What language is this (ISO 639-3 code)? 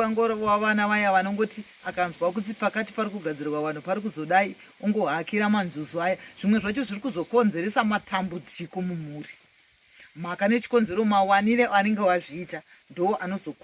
sna